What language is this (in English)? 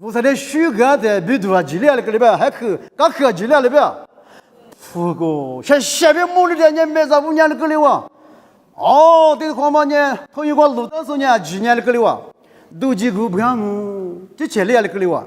Lisu